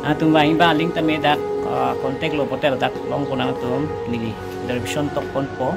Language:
Karbi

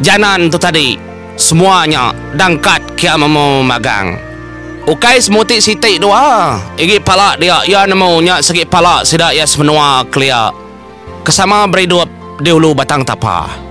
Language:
Iban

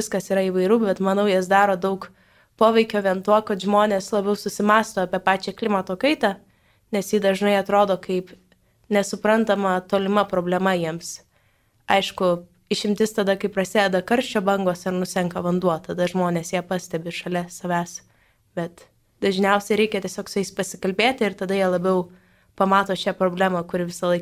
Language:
Lithuanian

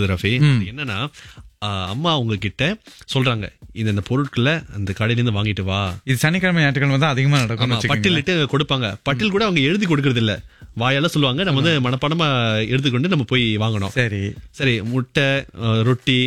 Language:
Tamil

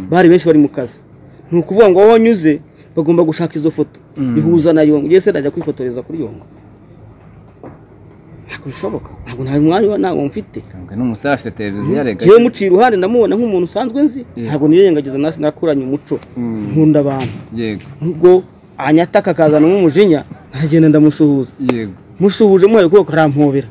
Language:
Kinyarwanda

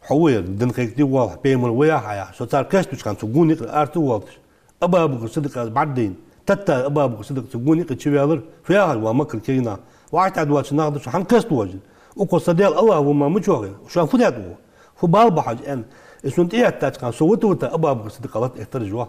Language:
Ingush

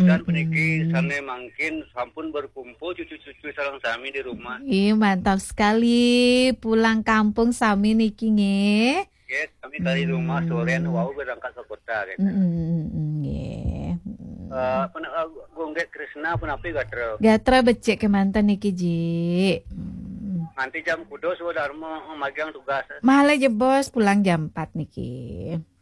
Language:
Balinese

